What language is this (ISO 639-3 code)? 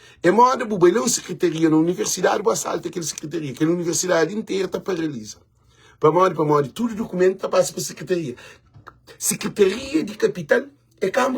kea